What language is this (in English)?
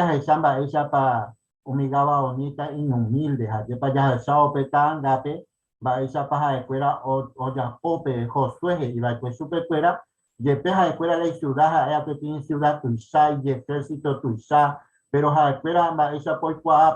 Guarani